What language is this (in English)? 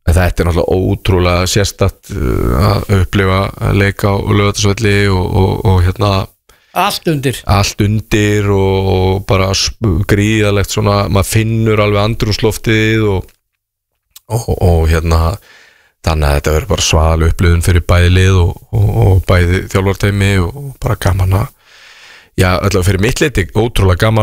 Icelandic